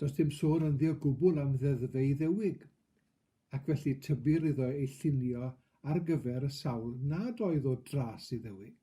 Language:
Welsh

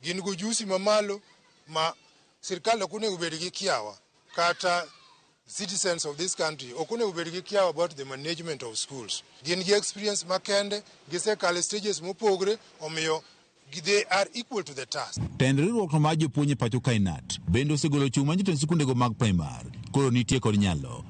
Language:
Luo (Kenya and Tanzania)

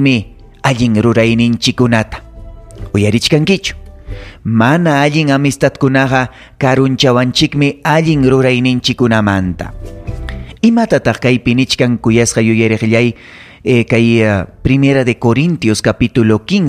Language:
Ayacucho Quechua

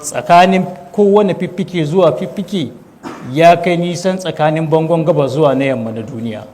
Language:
Hausa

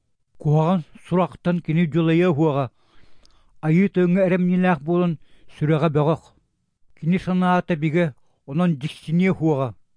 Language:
Yakut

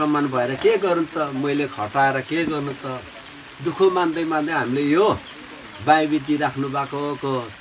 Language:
Nepali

